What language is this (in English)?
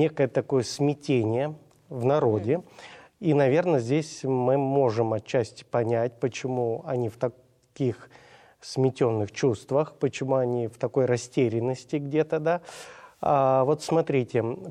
Russian